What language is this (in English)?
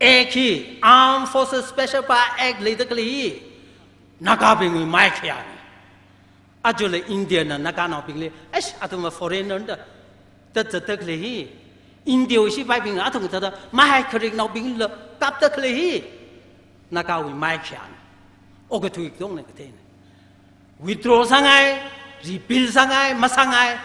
Tangkhul Naga (India)